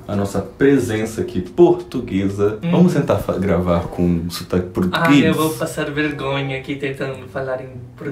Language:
Portuguese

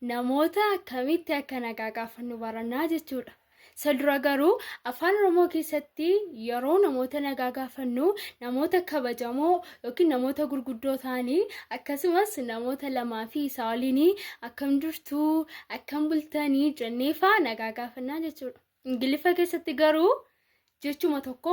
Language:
Oromo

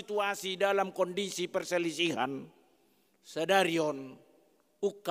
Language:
Batak Toba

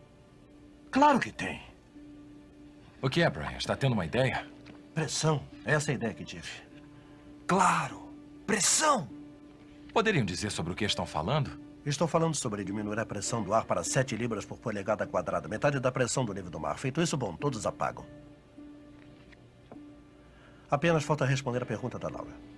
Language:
Portuguese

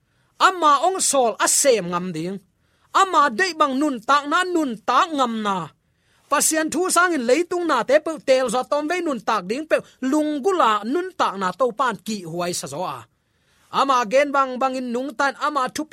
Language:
Tedim Chin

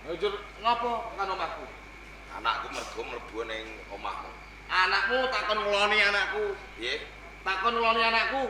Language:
Javanese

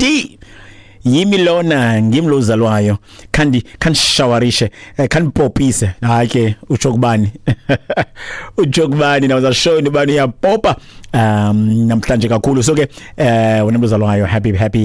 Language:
Xhosa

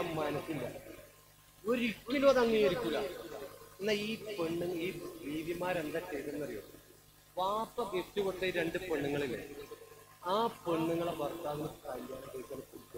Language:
Malayalam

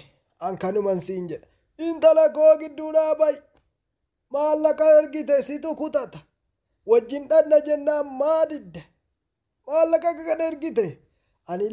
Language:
Oromo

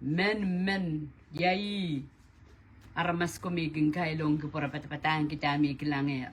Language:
Pohnpeian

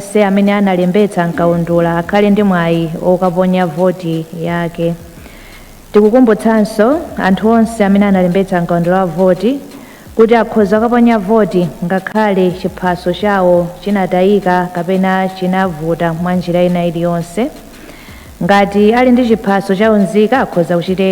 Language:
Nyanja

